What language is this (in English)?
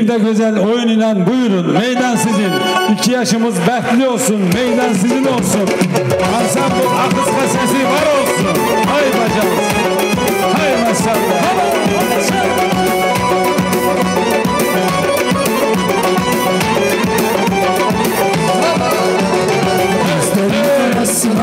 Turkish